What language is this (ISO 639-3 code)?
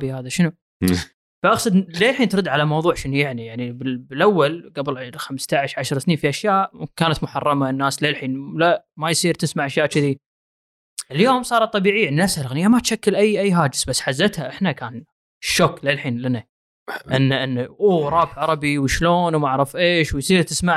afb